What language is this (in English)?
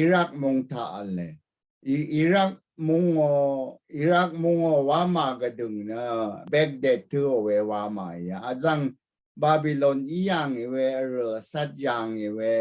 Rawang